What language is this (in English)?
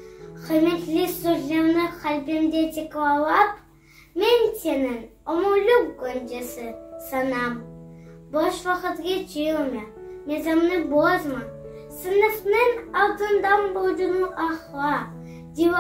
Crimean Tatar